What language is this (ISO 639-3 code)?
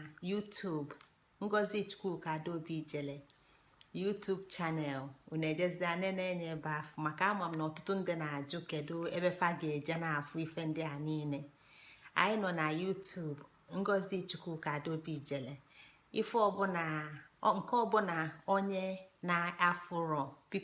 ibo